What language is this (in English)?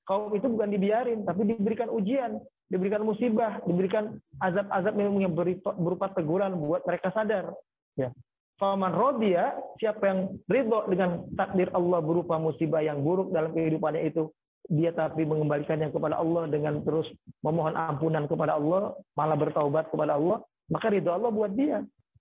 Indonesian